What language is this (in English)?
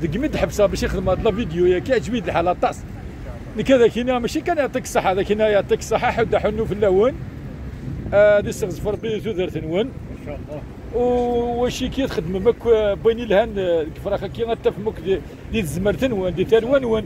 Kabyle